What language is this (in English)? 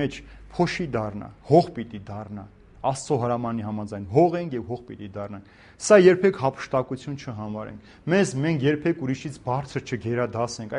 Armenian